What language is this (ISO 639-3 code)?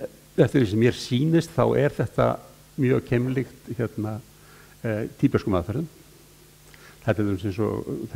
isl